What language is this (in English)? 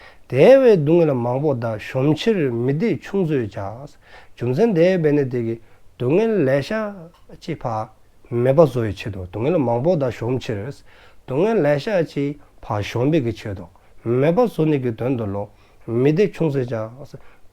Dzongkha